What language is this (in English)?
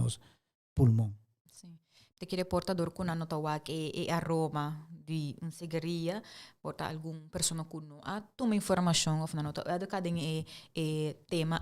Papiamento